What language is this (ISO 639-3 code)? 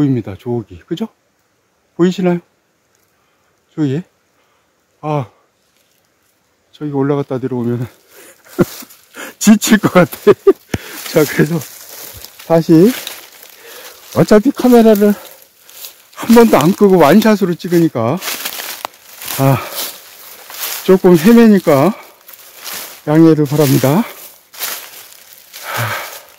kor